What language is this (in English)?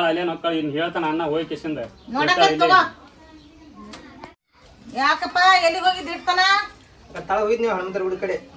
Kannada